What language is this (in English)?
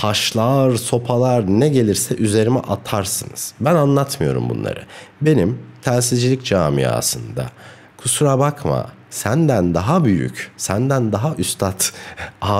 Turkish